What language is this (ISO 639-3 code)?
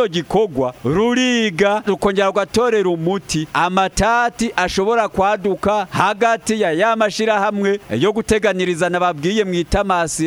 run